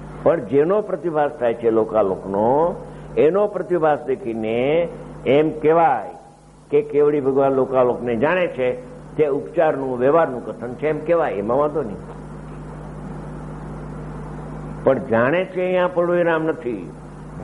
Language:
Gujarati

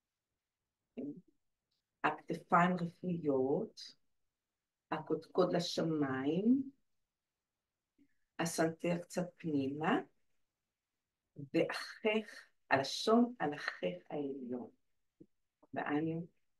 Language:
Hebrew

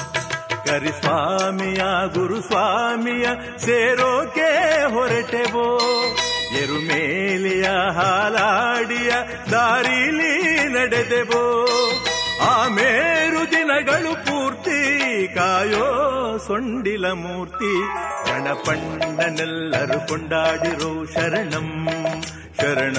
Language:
Kannada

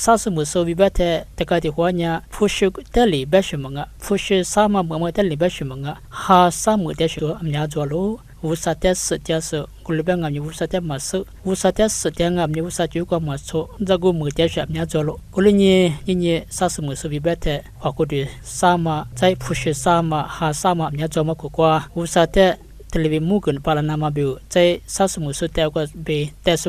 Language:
Lisu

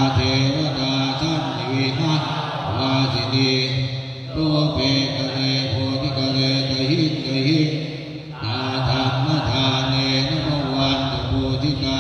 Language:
Pali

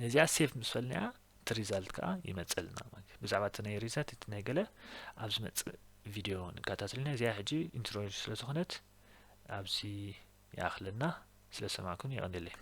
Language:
Tigrinya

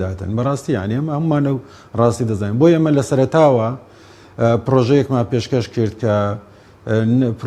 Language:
Central Kurdish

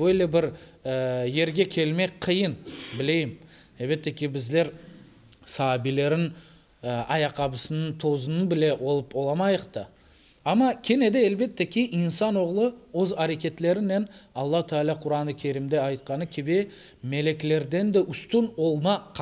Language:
Crimean Tatar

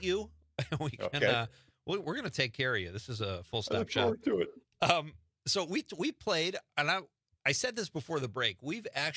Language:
English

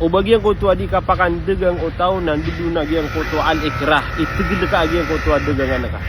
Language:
Maranao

